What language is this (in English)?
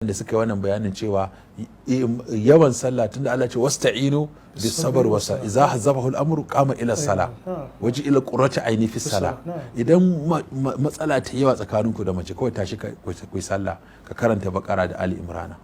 Hausa